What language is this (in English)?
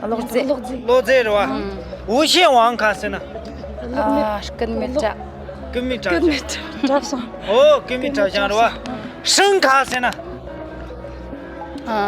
Tibetan